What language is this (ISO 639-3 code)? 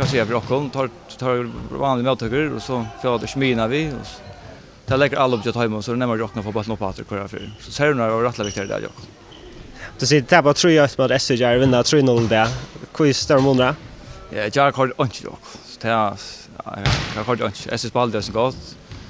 fao